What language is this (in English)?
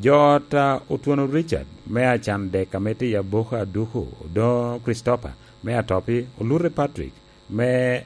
Lango (Uganda)